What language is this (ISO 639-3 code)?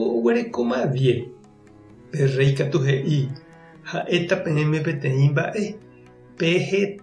grn